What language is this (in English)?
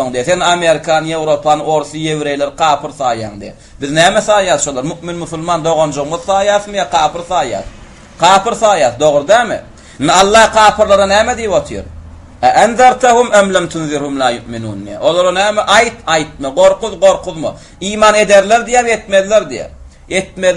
Turkmen